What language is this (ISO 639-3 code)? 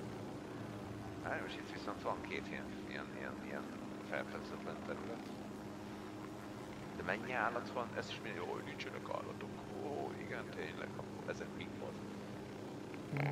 hun